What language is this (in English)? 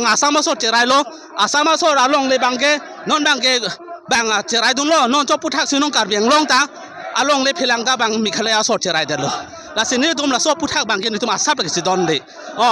Karbi